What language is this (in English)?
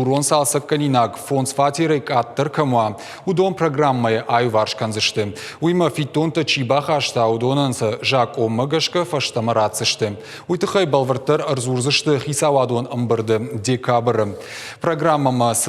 Ossetic